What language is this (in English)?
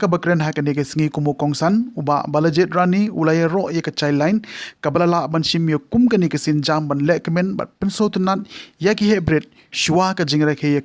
Khasi